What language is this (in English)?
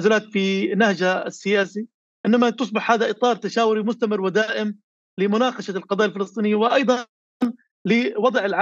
North Levantine Arabic